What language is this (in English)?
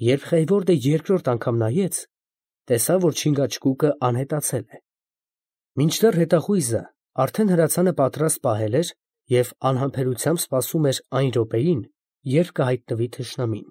Armenian